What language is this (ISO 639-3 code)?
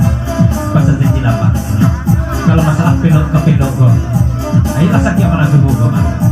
min